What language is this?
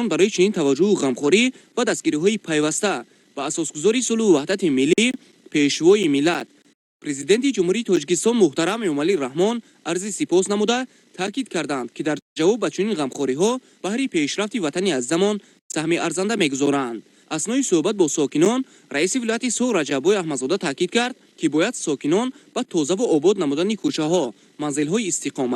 Tajik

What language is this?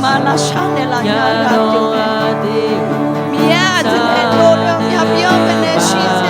Akha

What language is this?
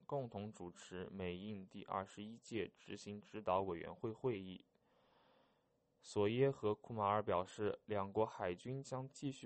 Chinese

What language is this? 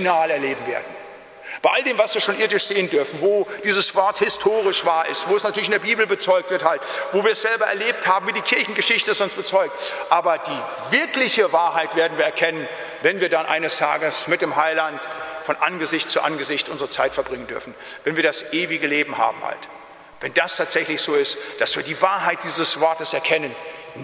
German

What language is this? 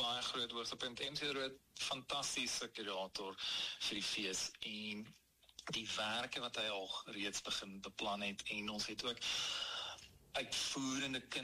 Afrikaans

